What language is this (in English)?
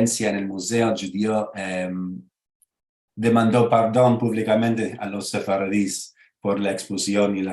Ladino